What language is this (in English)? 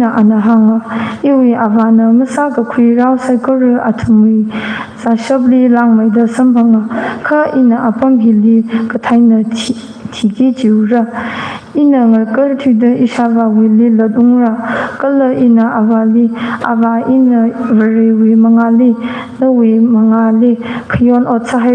Tangkhul Naga (India)